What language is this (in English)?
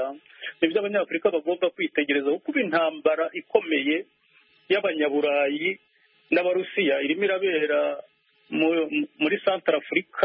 Kinyarwanda